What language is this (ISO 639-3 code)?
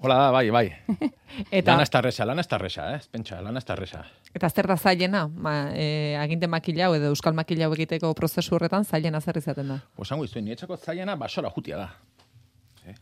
eus